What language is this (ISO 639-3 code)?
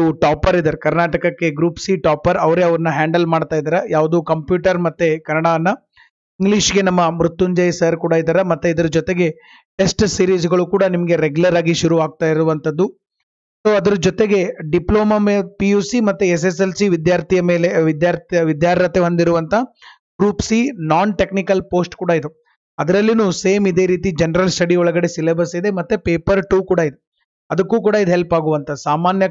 kan